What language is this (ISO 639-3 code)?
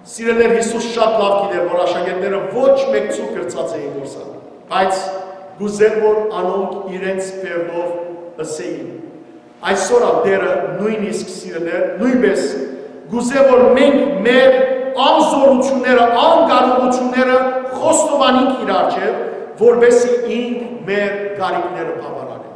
hyw